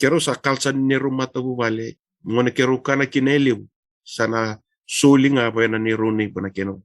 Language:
Fijian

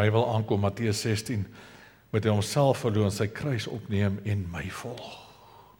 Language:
Afrikaans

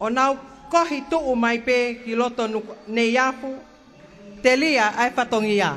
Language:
Tongan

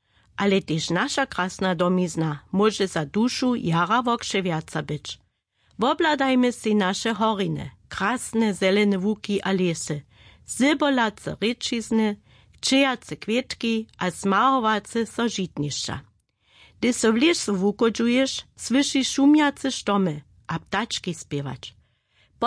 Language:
Upper Sorbian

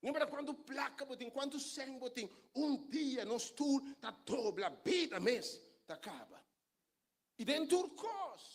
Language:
Papiamento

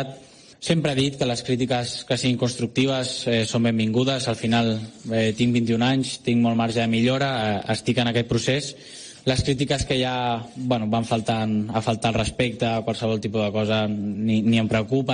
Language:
Catalan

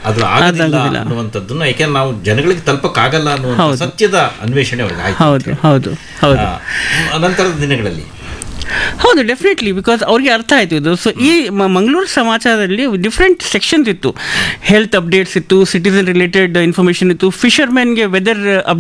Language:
Kannada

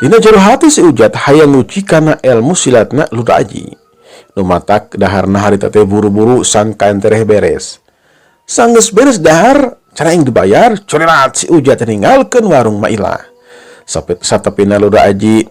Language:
Sundanese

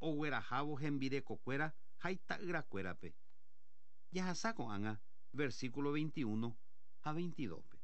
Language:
Guarani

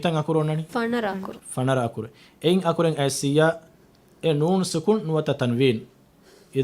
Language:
Divehi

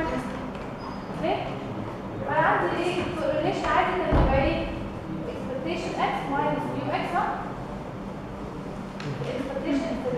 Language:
Egyptian Arabic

